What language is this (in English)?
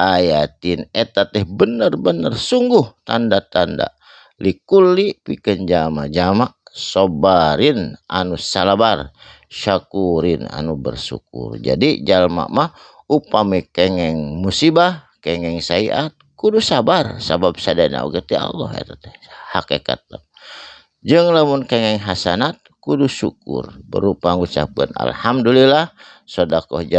Sundanese